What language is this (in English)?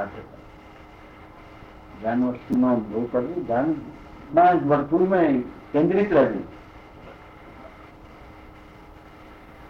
Gujarati